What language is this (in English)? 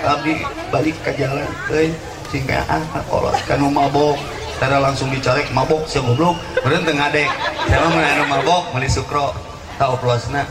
Sundanese